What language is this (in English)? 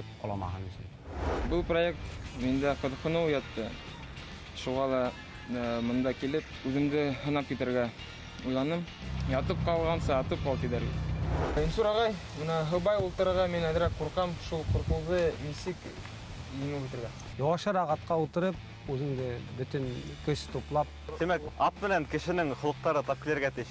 Bashkir